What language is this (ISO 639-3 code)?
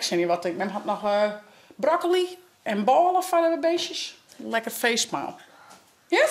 fry